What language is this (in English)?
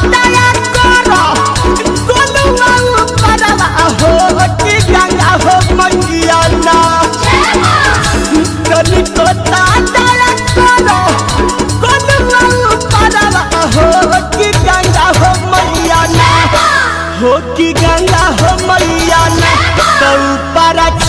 Bhojpuri